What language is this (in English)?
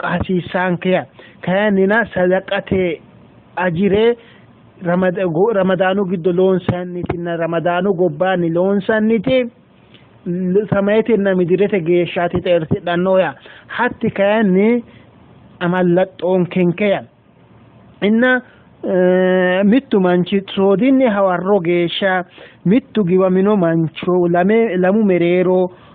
Sidamo